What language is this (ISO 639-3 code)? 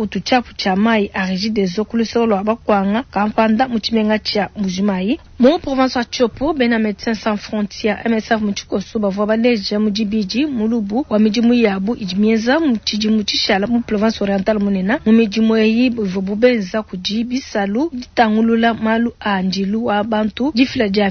lua